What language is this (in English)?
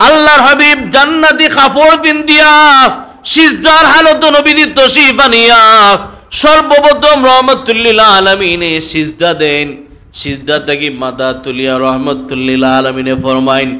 Sylheti